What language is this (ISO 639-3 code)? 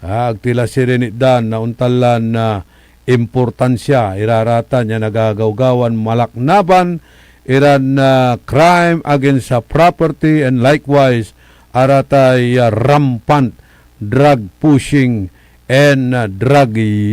pag